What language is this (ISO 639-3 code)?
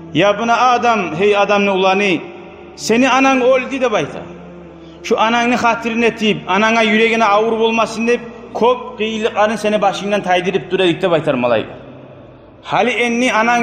kum